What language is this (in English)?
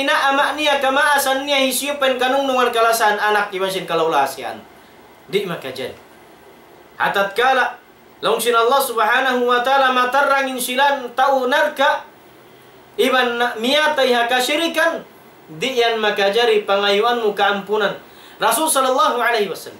Tausug